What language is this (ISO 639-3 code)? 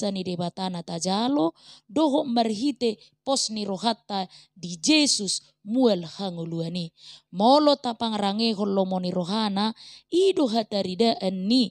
bbc